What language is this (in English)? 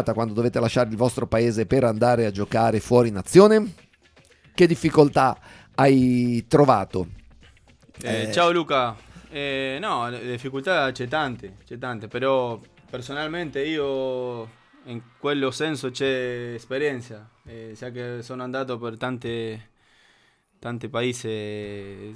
Italian